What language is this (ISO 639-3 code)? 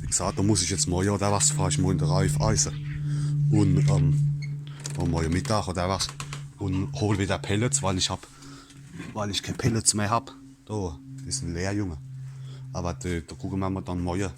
pfl